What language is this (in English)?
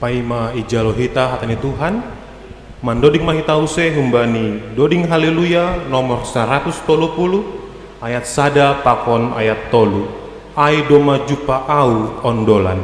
Batak Simalungun